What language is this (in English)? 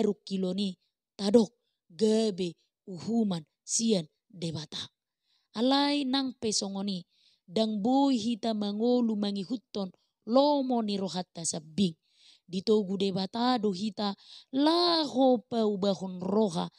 Batak Toba